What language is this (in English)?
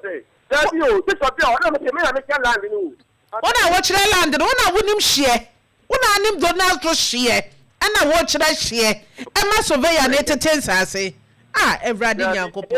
Akan